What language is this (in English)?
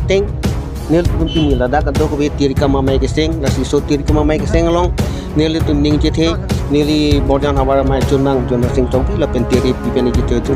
Karbi